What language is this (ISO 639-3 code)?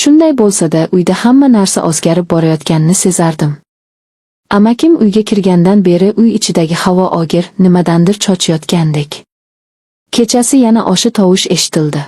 uzb